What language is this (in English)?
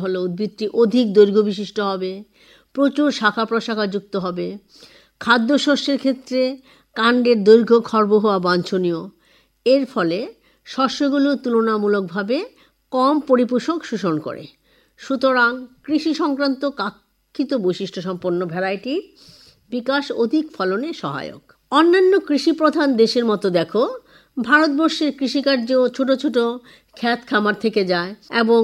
Bangla